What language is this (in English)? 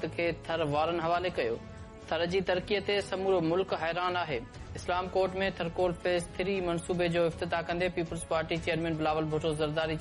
Sindhi